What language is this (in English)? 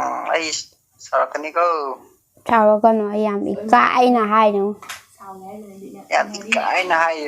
Manipuri